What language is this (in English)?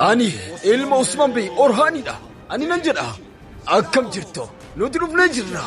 Oromo